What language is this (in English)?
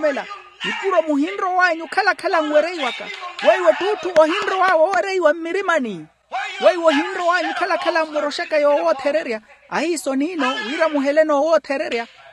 Makhuwa